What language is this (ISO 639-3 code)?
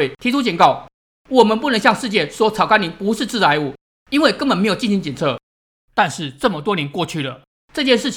zho